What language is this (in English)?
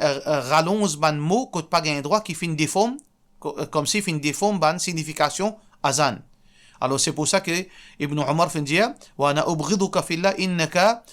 Morisyen